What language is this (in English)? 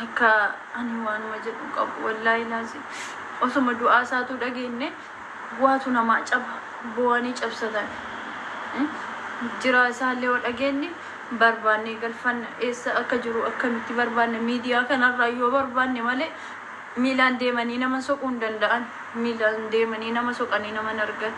Oromo